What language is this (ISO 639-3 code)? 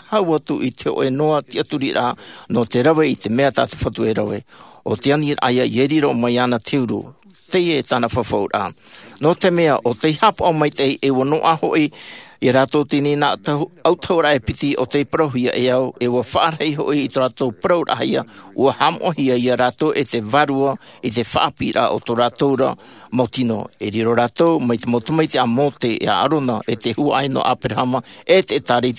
tah